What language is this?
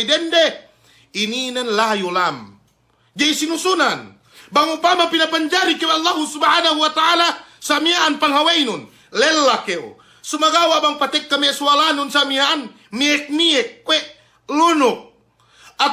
Yakan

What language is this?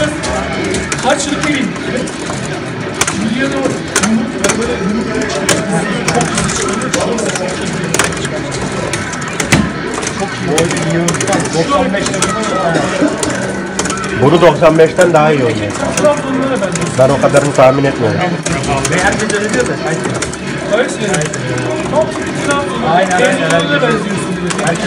Turkish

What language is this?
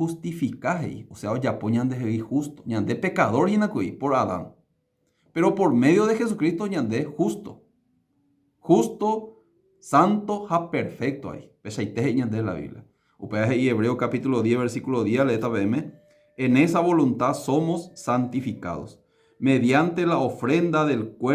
Guarani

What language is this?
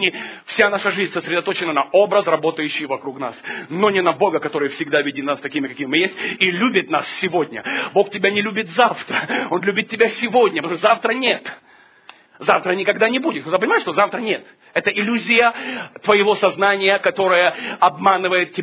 Russian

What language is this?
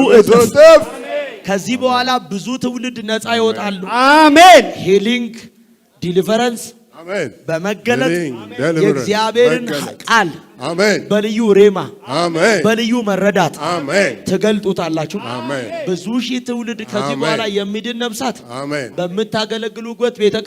Amharic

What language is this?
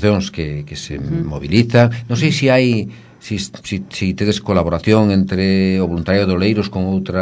Galician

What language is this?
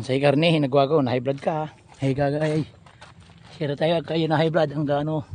Pangasinan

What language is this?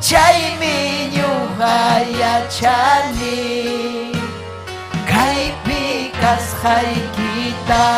Ayacucho Quechua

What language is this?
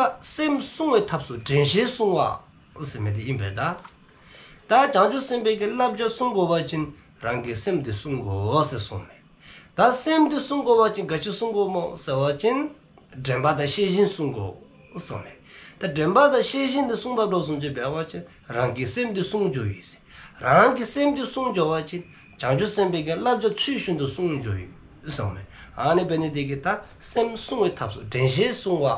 Dzongkha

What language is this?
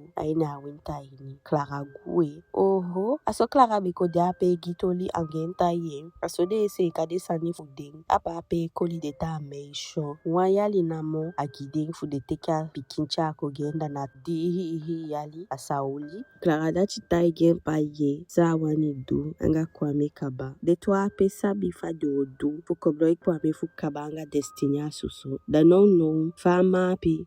Eastern Maroon Creole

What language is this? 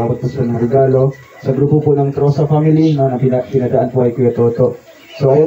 Filipino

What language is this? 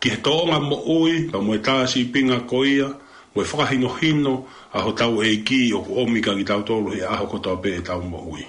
Tongan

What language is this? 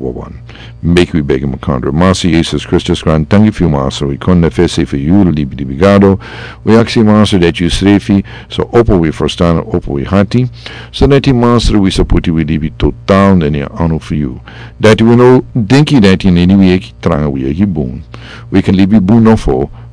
Sranan Tongo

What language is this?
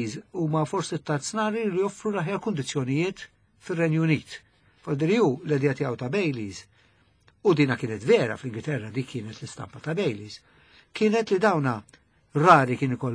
Maltese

